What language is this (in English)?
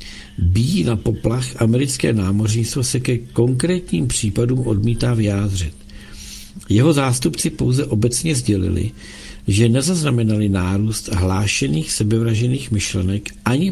Czech